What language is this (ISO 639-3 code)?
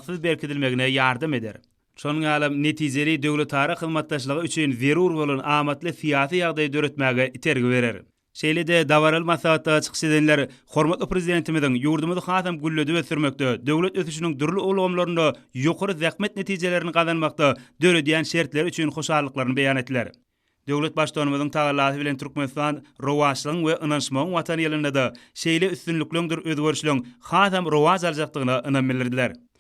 tuk